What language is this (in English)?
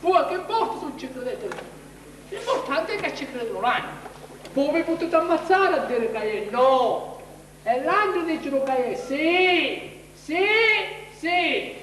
Sicilian